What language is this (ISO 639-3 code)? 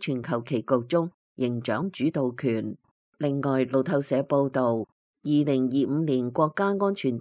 yue